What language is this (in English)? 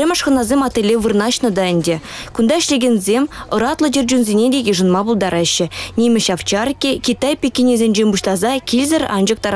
Chuvash